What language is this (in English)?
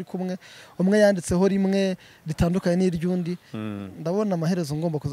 Kinyarwanda